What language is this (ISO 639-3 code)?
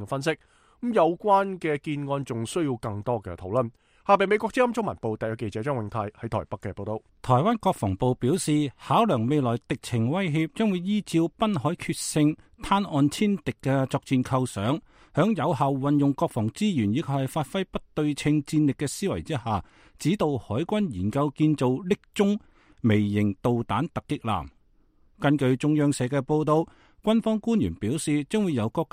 yue